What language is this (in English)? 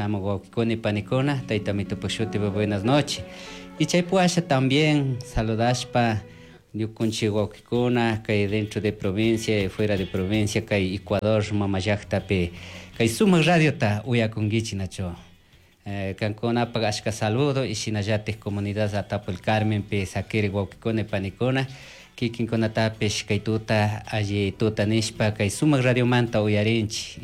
Chimborazo Highland Quichua